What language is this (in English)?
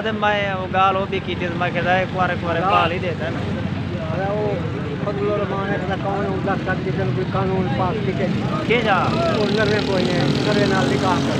Saraiki